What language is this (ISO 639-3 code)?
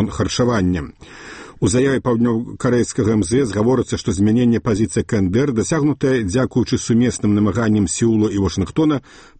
bel